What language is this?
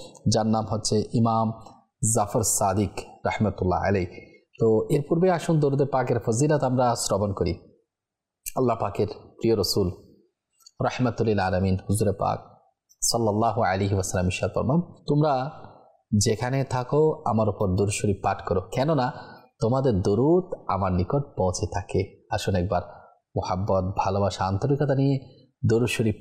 Bangla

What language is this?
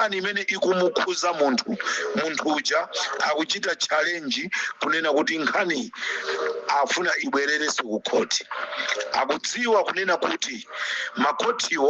Nyanja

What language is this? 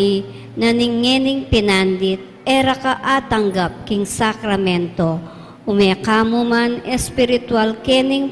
Pampanga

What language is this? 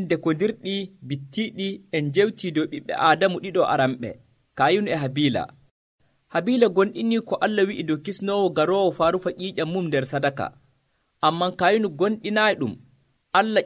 Nigerian Fulfulde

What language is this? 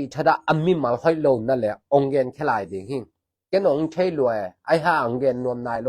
Tedim Chin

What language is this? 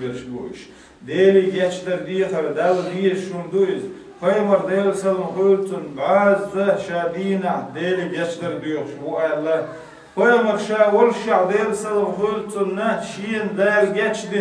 Chechen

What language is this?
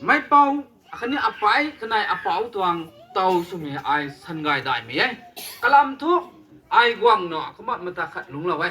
Rongmei Naga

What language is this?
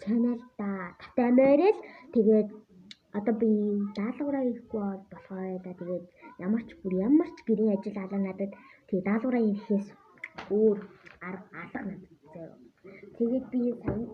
Mongolian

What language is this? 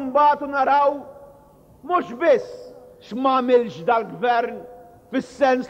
Maltese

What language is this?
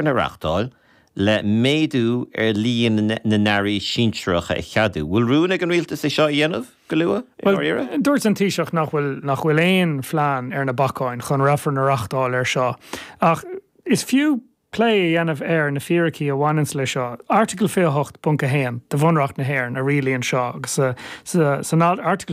Irish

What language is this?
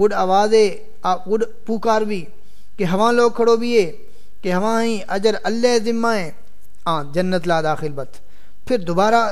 Saraiki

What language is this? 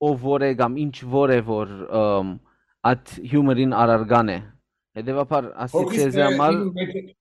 Western Armenian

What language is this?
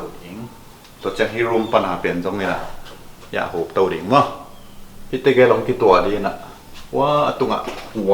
Tedim Chin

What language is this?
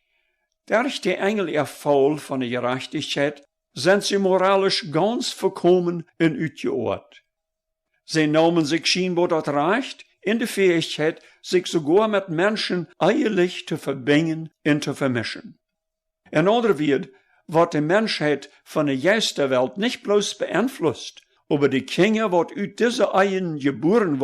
Plautdietsch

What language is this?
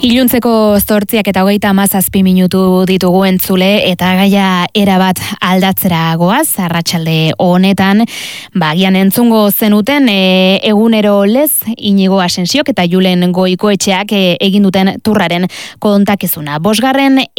Basque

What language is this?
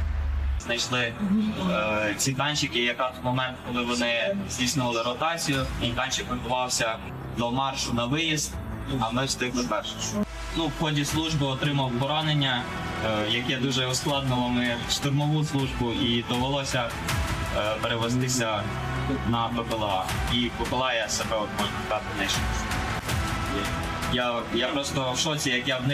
Ukrainian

